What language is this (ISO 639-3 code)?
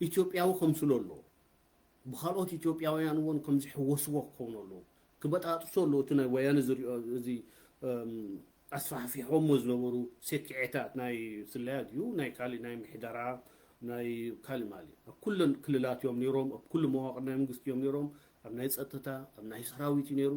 tir